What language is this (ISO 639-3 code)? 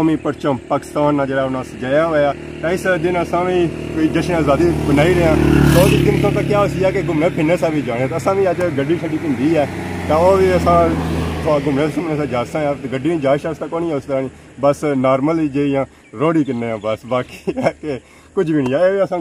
phr